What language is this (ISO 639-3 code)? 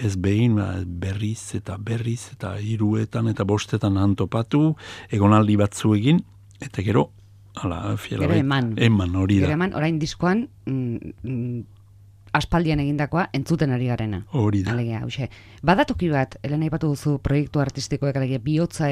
eus